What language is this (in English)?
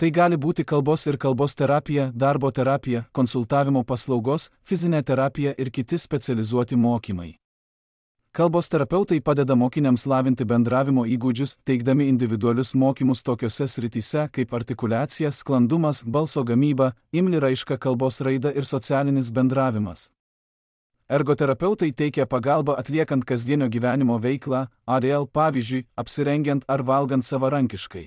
Lithuanian